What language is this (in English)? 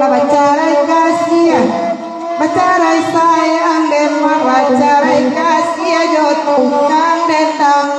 Minangkabau